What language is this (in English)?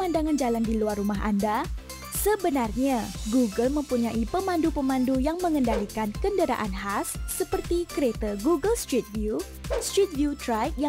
Malay